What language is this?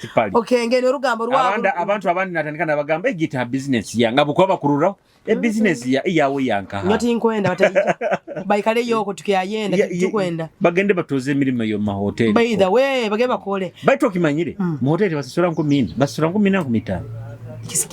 Nyoro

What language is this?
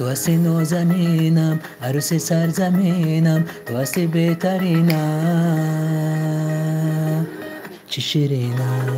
Tajik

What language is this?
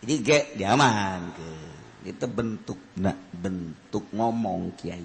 Sundanese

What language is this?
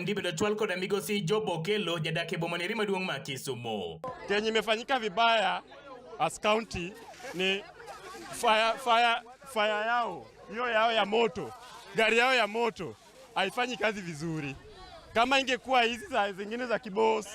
Luo (Kenya and Tanzania)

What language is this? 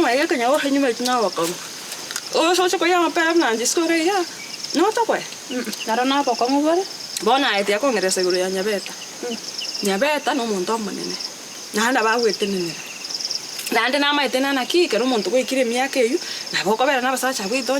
Gusii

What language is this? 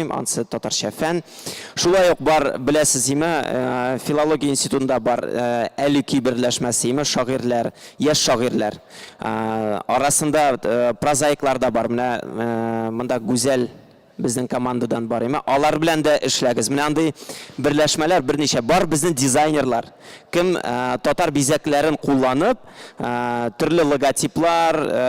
Tatar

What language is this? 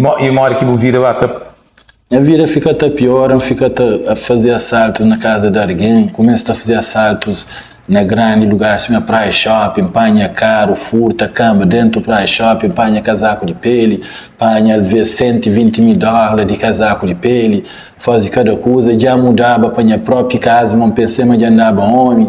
Kabuverdianu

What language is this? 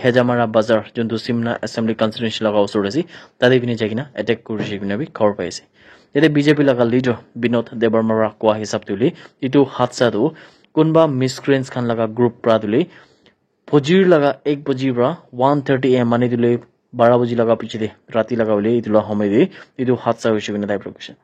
Naga Pidgin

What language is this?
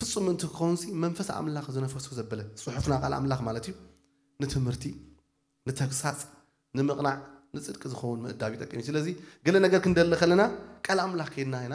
Tigrinya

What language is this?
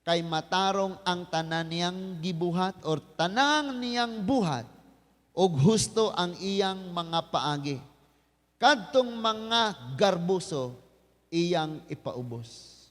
Cebuano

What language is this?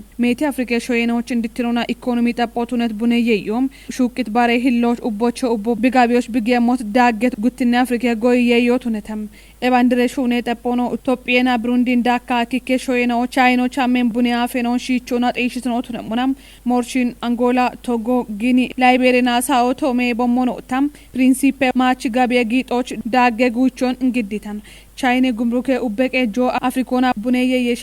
Kafa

